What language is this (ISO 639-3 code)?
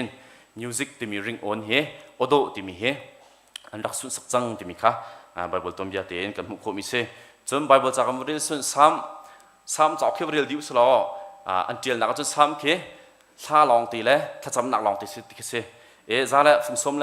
cnh